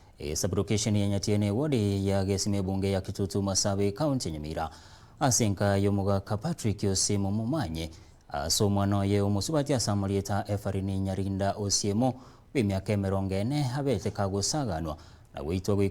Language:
Gusii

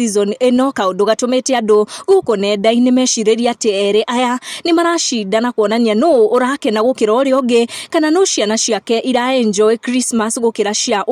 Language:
Kikuyu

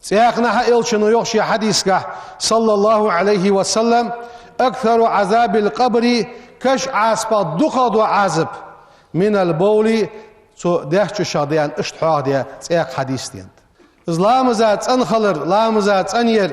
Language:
Ingush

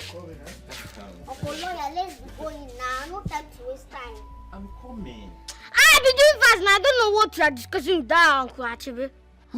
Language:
Nigerian Pidgin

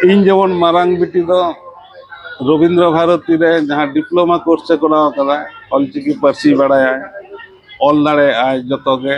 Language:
Santali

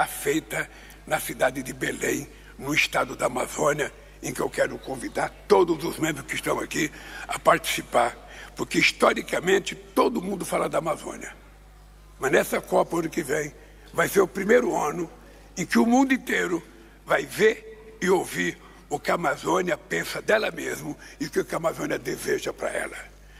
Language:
Portuguese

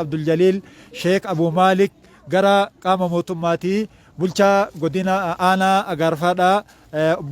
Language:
Oromo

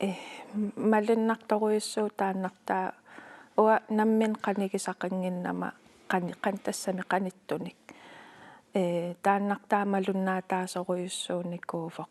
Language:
Kalaallisut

